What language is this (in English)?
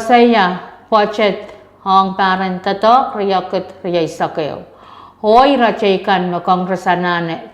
Pohnpeian